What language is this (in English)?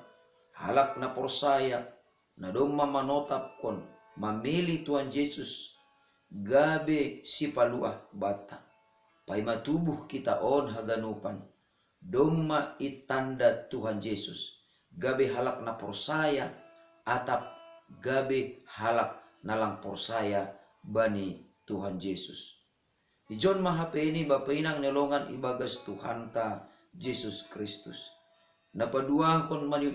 Batak Simalungun